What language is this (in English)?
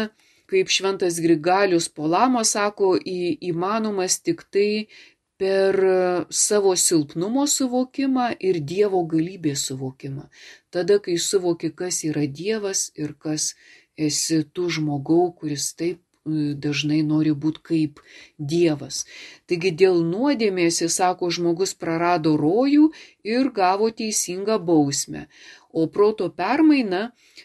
Lithuanian